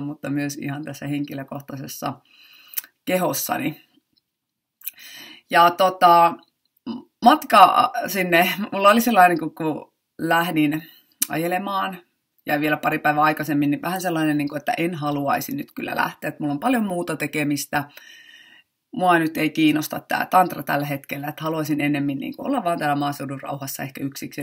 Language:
Finnish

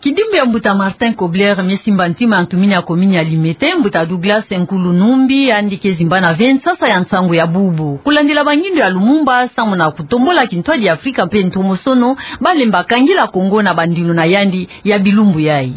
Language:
Kituba (Democratic Republic of Congo)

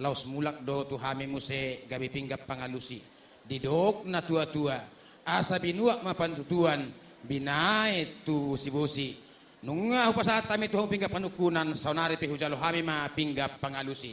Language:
Batak Toba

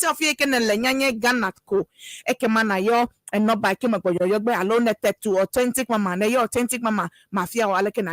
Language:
Ewe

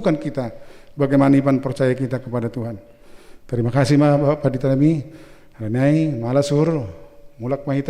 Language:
Batak Simalungun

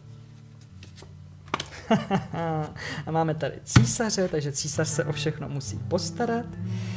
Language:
Czech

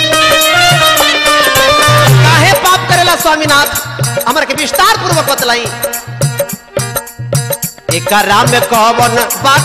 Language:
Bhojpuri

